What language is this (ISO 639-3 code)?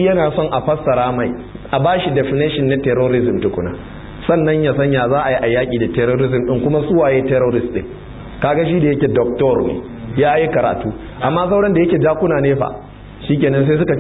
hau